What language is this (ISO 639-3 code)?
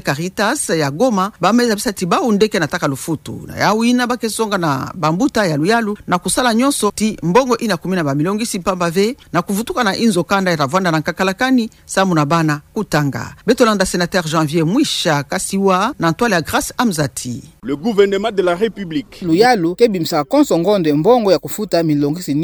ktu